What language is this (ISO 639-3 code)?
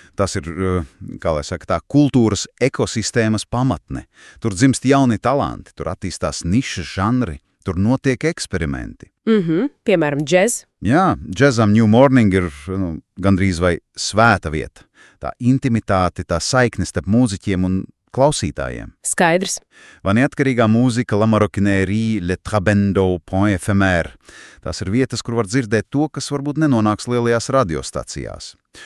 lav